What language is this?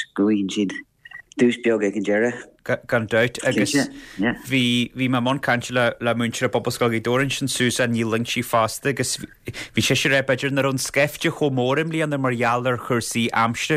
Irish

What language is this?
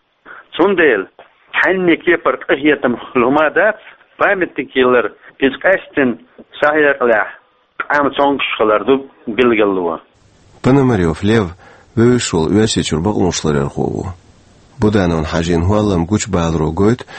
Chechen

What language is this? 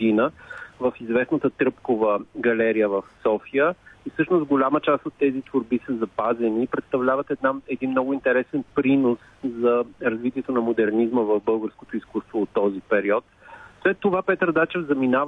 Bulgarian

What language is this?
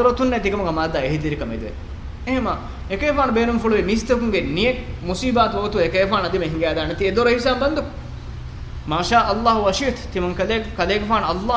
Divehi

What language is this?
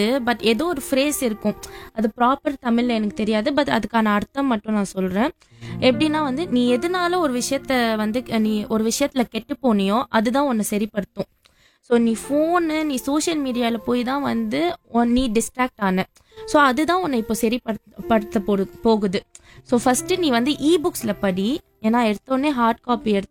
Tamil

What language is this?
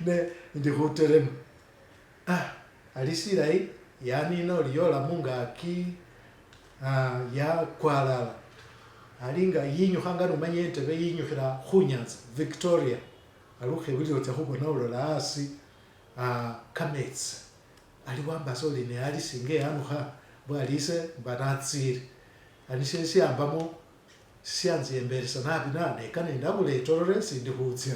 Masaaba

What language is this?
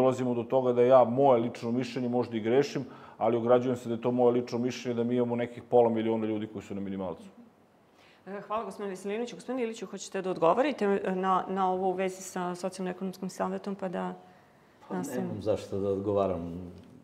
Serbian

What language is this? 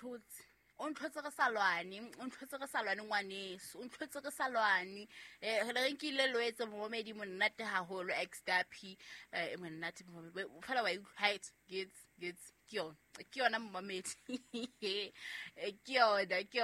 Southern Sotho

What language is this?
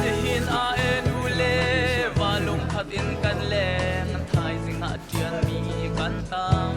Hakha Chin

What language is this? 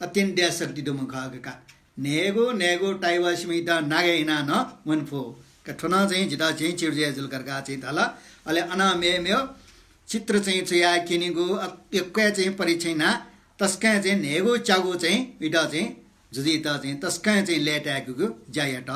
Newari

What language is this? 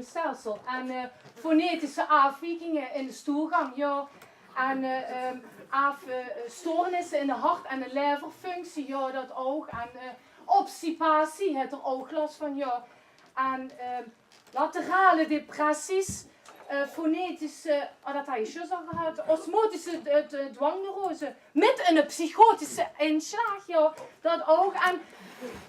Limburgish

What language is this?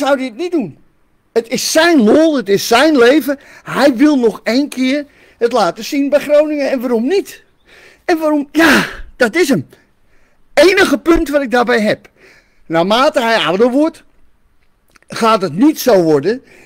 Dutch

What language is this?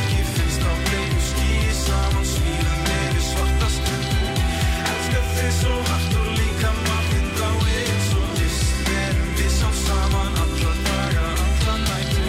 Icelandic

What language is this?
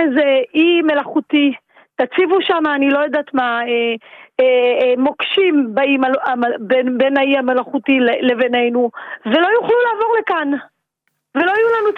Hebrew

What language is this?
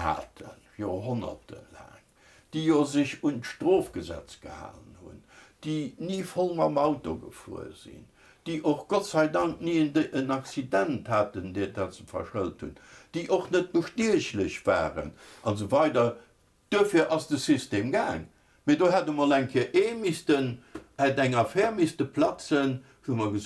Luxembourgish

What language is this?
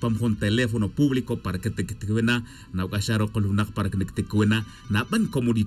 Tz'utujil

